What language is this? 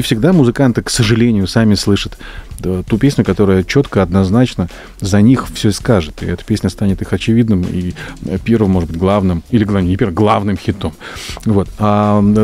Russian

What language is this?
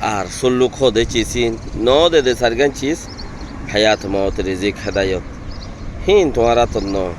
Rohingya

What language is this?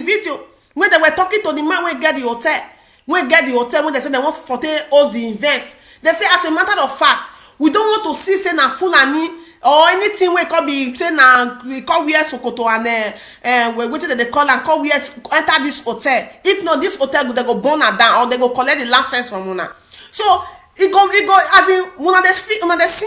Nigerian Pidgin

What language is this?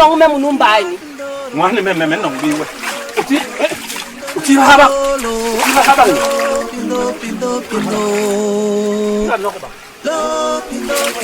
Basaa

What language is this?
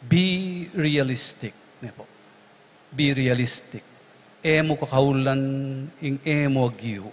Pampanga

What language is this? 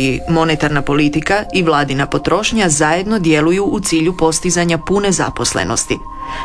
Croatian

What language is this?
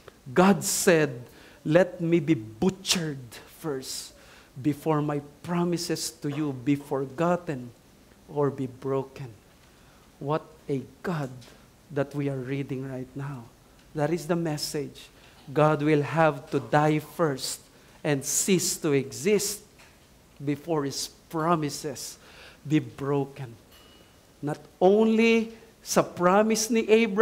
Filipino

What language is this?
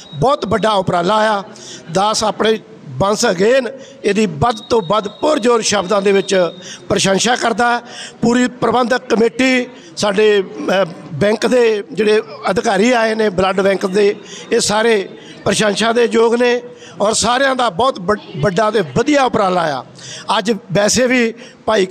Punjabi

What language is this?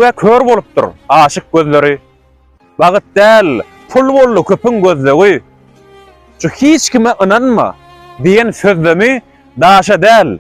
Turkmen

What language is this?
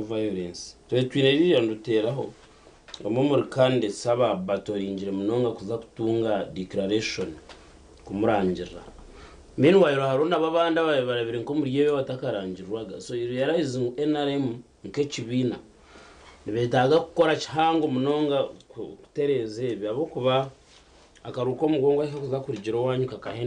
Nyankole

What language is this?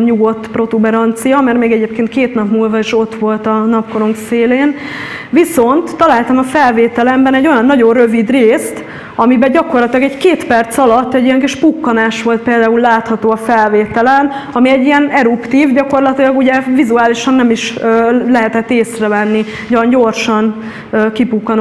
Hungarian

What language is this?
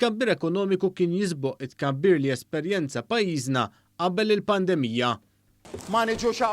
Maltese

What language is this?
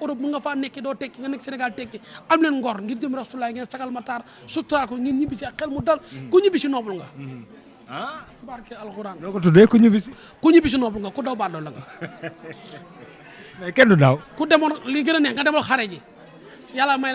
Wolof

